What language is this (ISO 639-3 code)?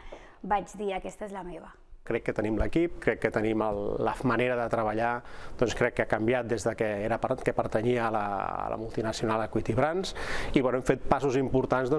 cat